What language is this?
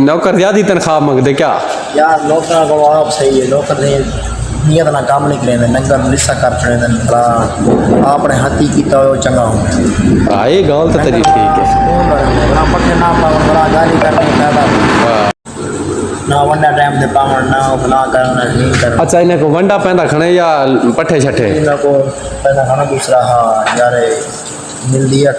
Saraiki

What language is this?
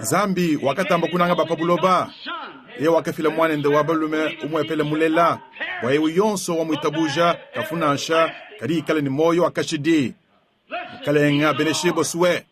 Luba-Lulua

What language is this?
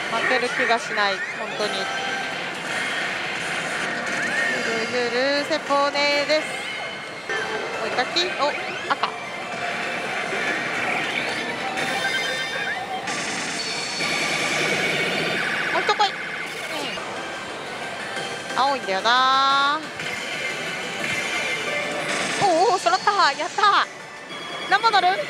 Japanese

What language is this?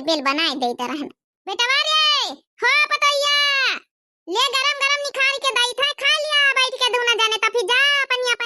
Awadhi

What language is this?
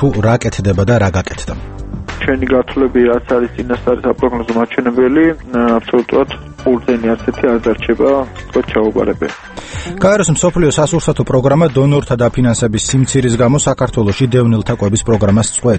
Georgian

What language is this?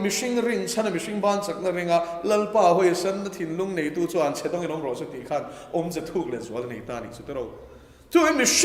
Mizo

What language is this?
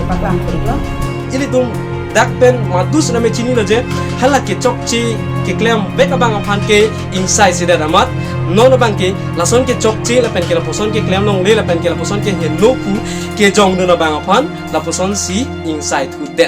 Karbi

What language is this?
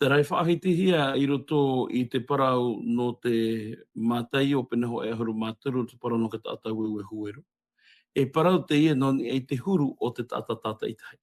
Tahitian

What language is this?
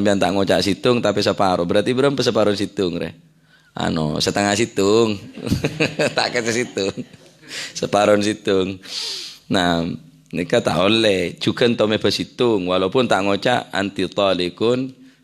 Madurese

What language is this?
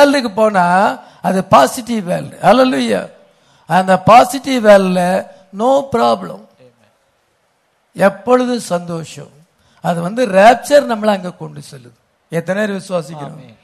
Tamil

